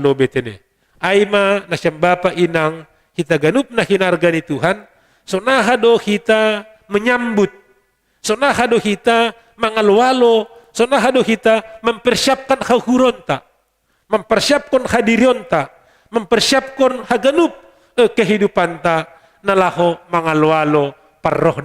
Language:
Batak Simalungun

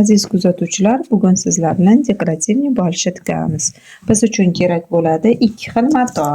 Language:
Uzbek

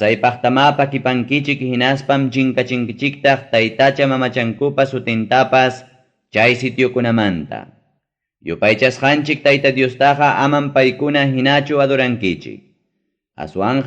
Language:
Ayacucho Quechua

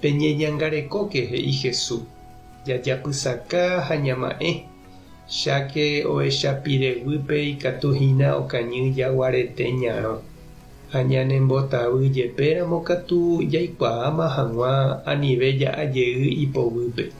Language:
Guarani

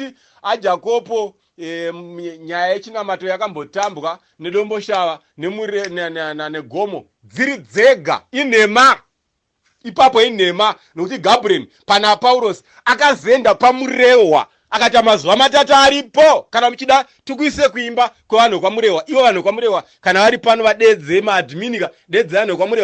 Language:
Shona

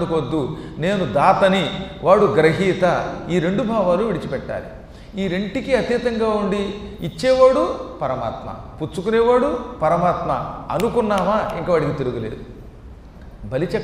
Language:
Telugu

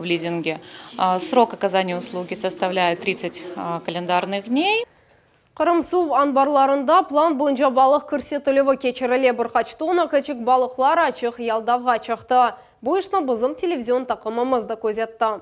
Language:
Crimean Tatar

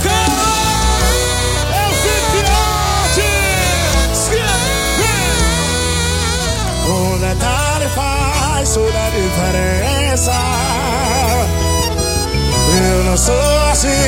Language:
Portuguese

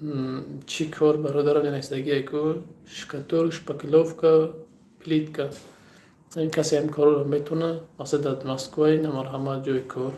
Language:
Tajik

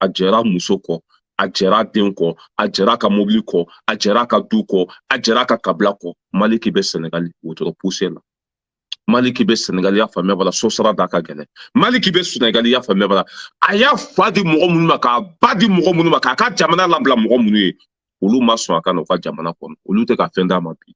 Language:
Bambara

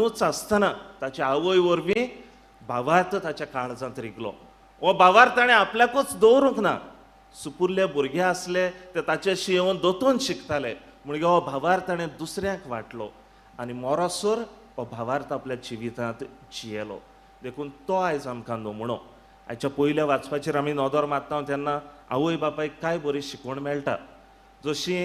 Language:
Konkani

